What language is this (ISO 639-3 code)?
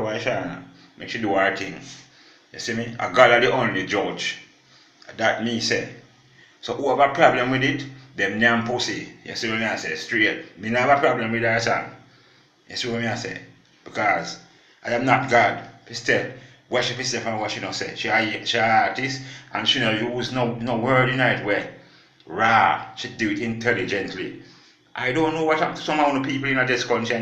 jam